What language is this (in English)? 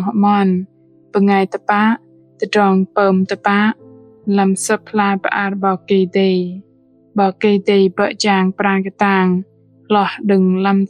Bahnar